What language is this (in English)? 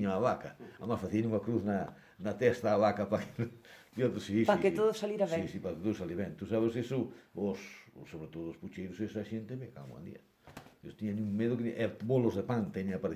Galician